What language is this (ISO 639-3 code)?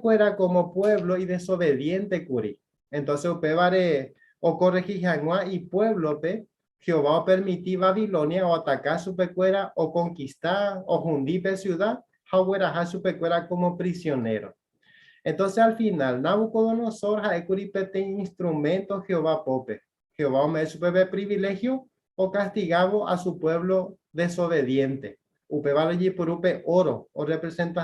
grn